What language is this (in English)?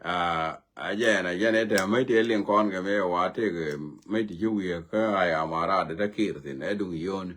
Nuer